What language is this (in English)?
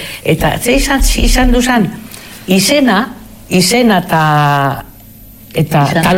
Basque